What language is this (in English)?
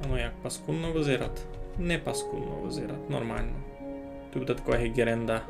Rusyn